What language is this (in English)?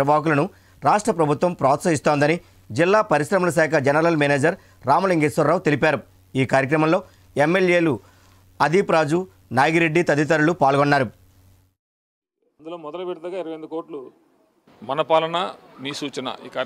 Telugu